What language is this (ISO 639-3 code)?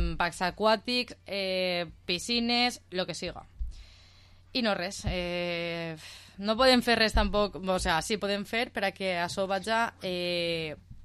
cat